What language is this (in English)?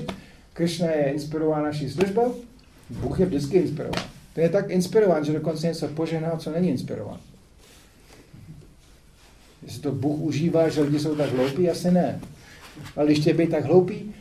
Czech